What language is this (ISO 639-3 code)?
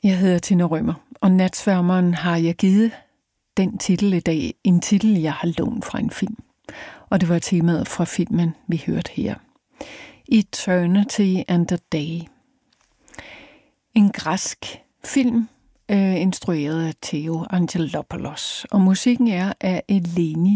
dan